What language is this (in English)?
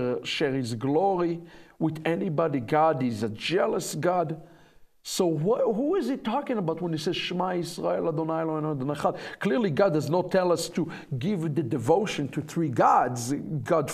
English